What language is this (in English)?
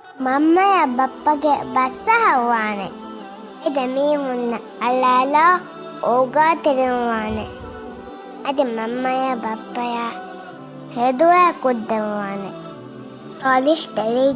Divehi